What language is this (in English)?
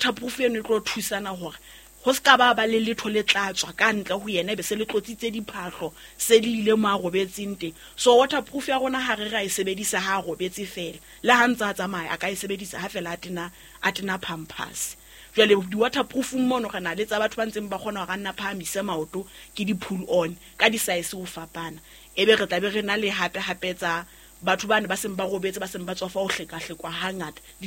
Southern Sotho